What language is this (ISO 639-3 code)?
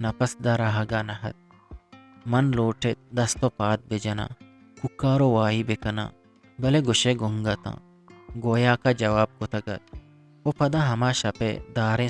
bgp